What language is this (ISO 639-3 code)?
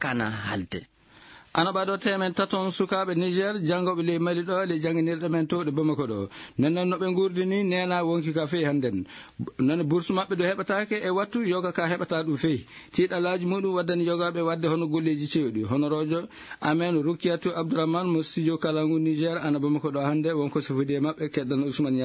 ful